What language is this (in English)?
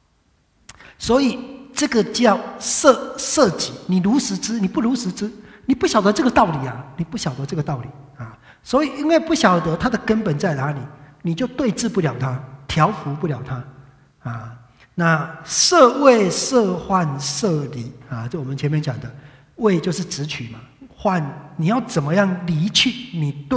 Chinese